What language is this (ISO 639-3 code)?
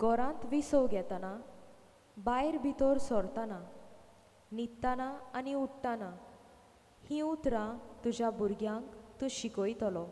kok